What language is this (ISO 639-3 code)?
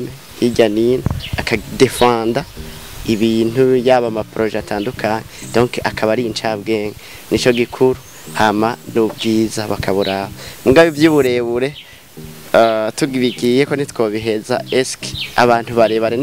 run